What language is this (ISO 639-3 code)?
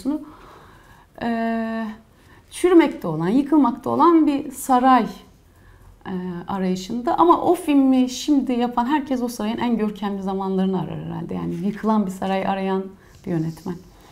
tur